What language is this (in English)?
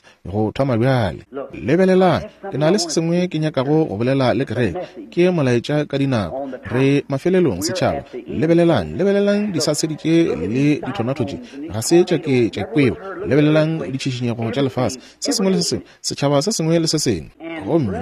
Northern Sotho